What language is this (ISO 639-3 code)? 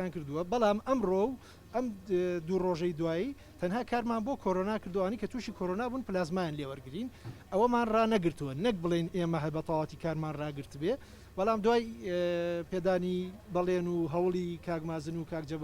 ckb